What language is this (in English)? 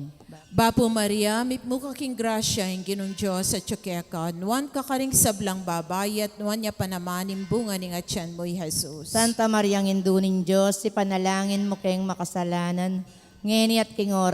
Pampanga